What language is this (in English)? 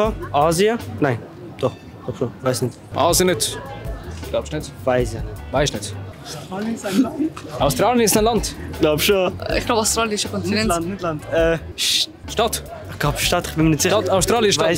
Swiss German